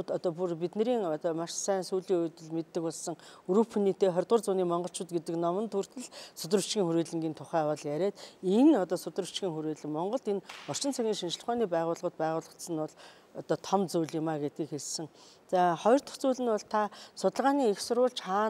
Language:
Mongolian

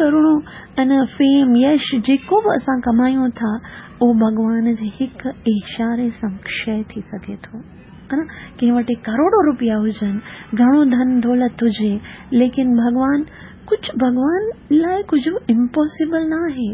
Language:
Sindhi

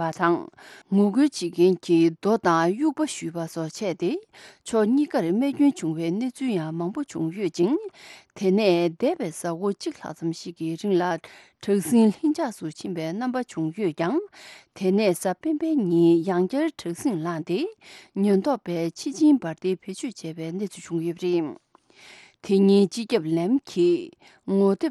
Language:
Tibetan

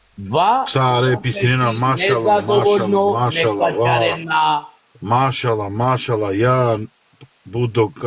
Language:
Balkan Romani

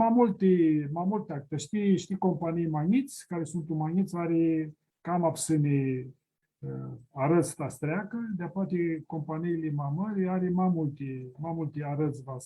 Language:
Aromanian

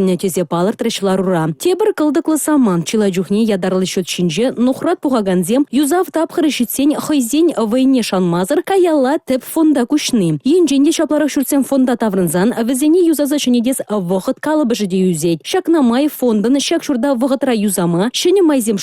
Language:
Chuvash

